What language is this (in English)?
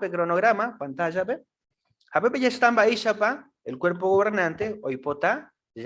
Guarani